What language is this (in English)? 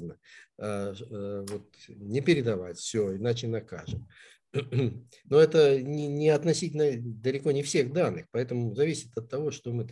Russian